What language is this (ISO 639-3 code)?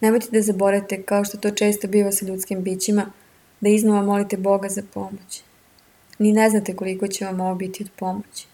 srp